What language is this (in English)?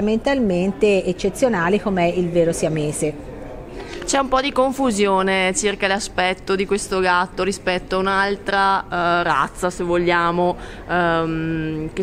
Italian